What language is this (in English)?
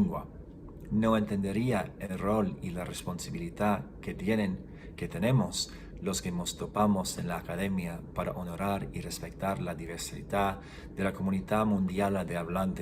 Ladino